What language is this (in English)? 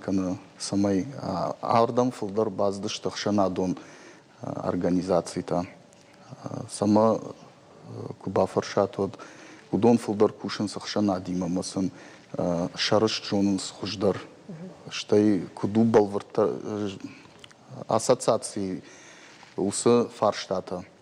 Ossetic